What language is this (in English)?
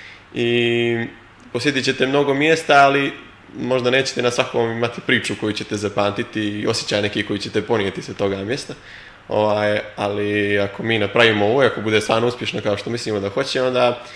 Serbian